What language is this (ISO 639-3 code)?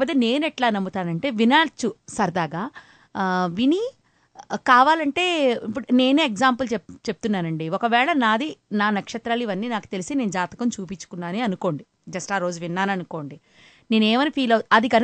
tel